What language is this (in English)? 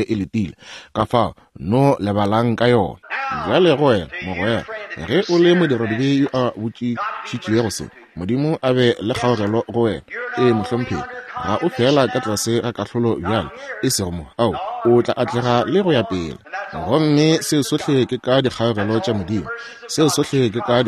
Northern Sotho